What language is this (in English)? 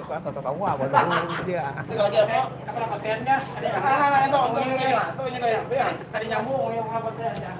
Banjar